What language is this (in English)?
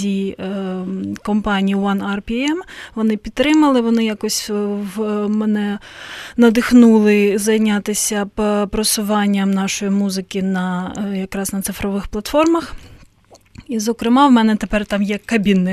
Ukrainian